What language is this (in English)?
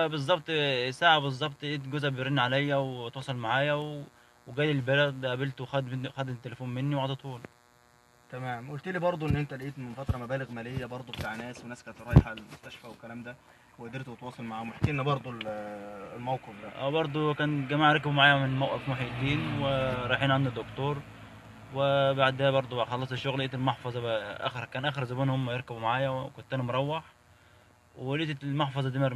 Egyptian Arabic